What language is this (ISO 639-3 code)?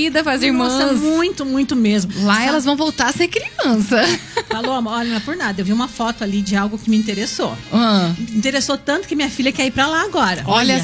por